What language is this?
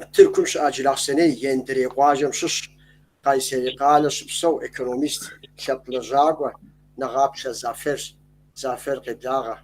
Kabardian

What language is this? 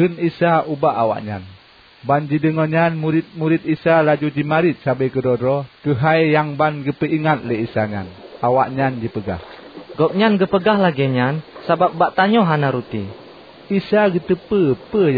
Achinese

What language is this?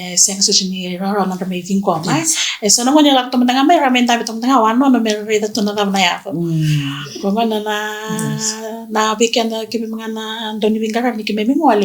Fijian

